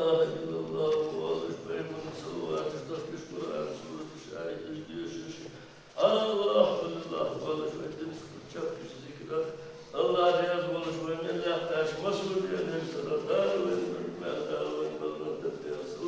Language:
Ingush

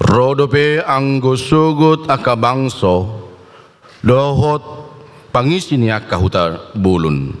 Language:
Batak Toba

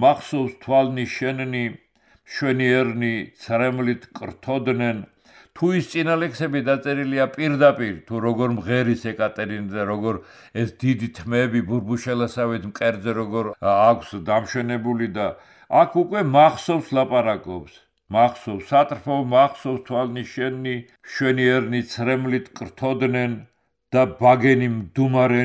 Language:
Georgian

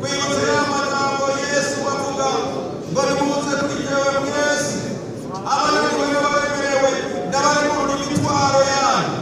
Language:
Rundi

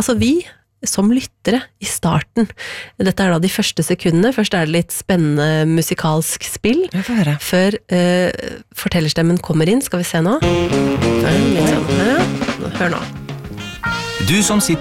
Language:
Norwegian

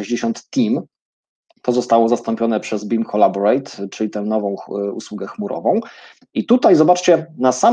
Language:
Polish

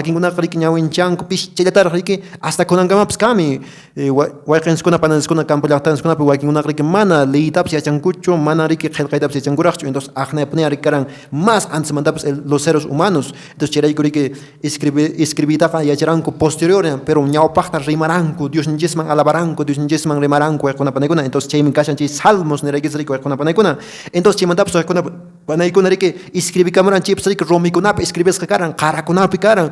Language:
Quechua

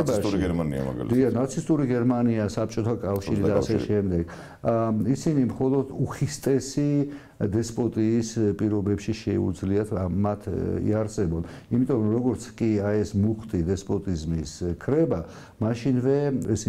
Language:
Georgian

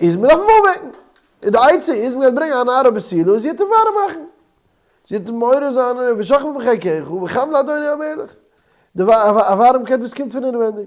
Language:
Yiddish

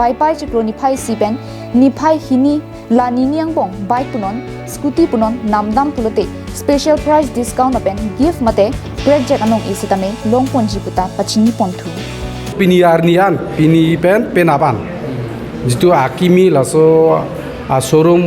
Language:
Karbi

